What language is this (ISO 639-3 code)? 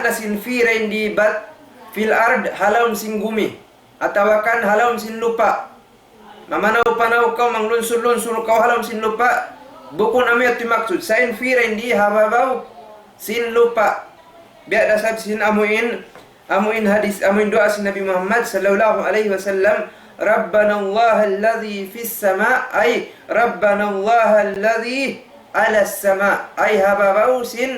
tsg